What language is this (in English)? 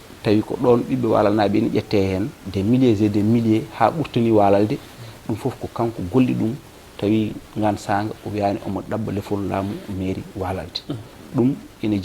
Fula